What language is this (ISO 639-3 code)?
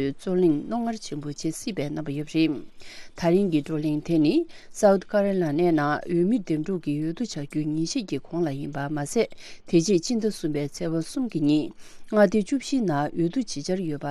bod